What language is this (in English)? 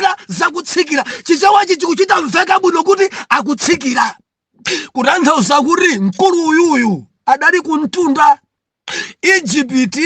Nyanja